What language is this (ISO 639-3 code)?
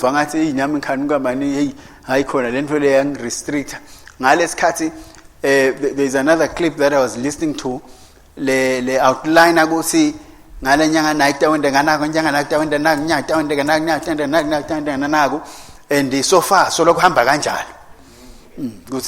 ssw